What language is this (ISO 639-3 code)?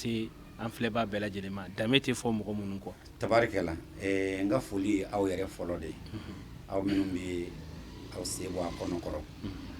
bam